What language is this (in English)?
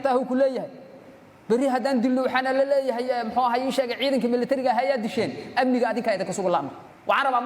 Somali